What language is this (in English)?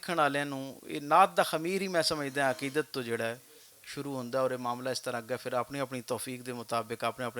Western Panjabi